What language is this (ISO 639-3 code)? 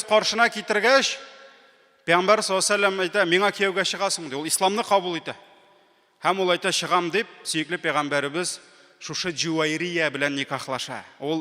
tat